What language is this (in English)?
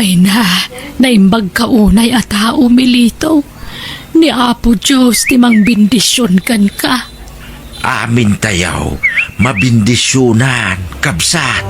Iloko